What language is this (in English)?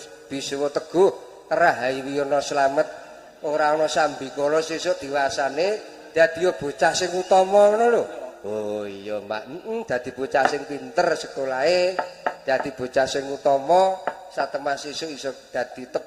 Javanese